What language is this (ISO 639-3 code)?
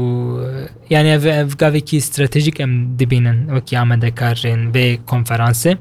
kur